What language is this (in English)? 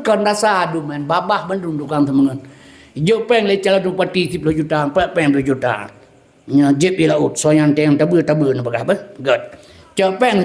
Achinese